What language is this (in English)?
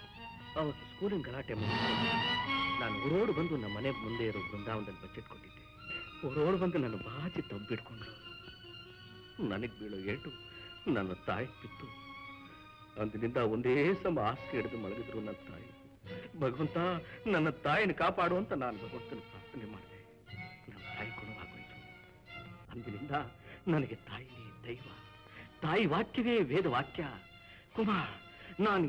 Kannada